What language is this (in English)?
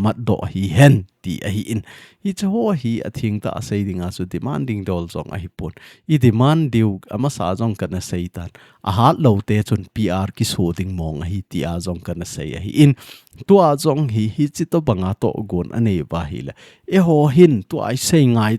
Thado Chin